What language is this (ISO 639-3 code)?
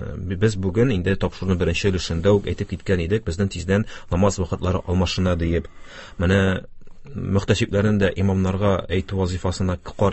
tat